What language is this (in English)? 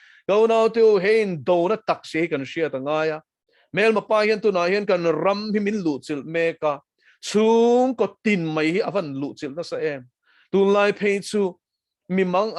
Mizo